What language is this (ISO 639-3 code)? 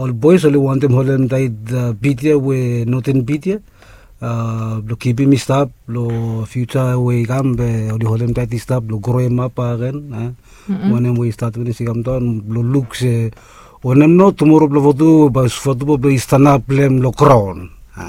bis